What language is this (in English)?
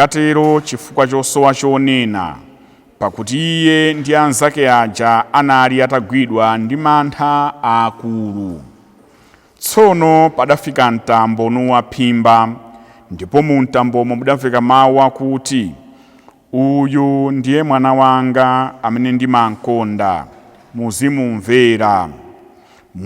Nyanja